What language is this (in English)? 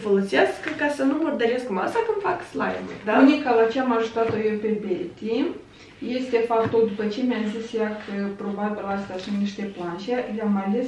Romanian